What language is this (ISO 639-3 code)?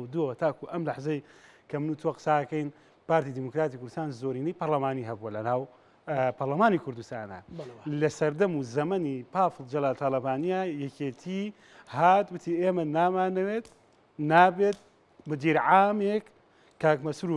ckb